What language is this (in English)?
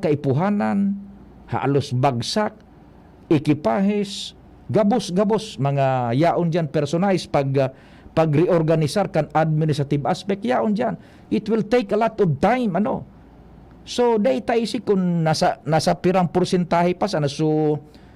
Bikol